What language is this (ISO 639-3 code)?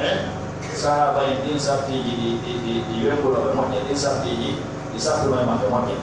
fuf